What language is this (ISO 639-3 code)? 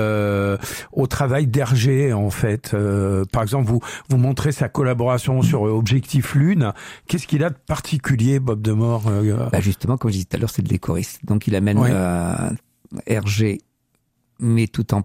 fra